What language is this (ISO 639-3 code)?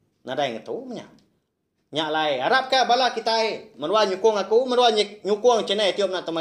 iba